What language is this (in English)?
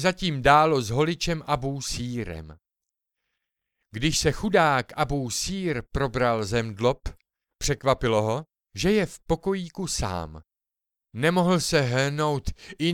Czech